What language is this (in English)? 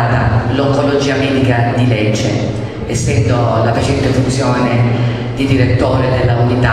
Italian